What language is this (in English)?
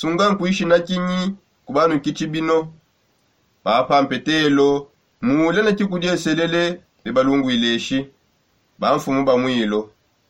Songe